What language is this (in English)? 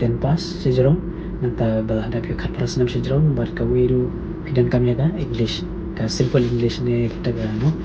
Khasi